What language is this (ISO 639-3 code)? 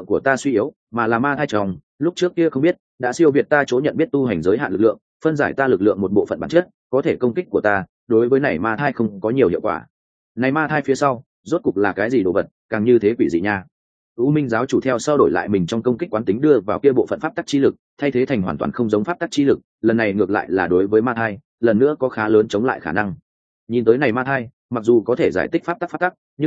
vie